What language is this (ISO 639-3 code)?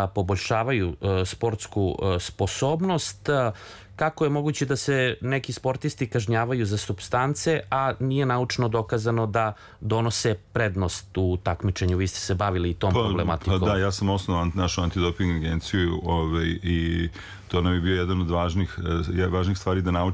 srp